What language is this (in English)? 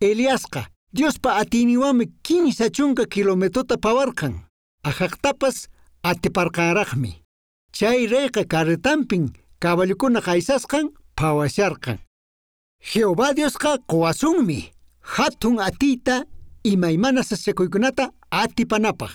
Quechua